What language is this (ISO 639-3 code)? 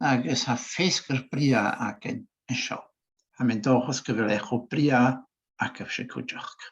gla